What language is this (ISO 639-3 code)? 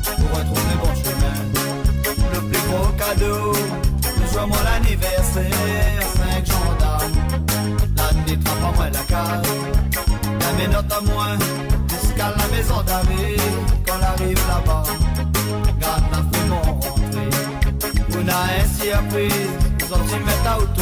mfe